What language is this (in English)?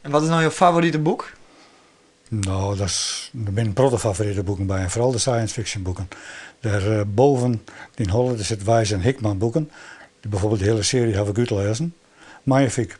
Western Frisian